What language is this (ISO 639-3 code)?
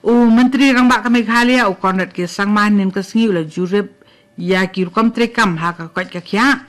kha